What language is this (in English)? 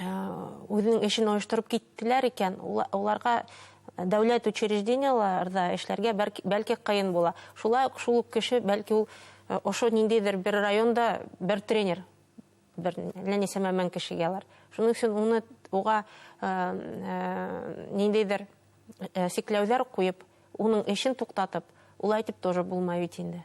Bashkir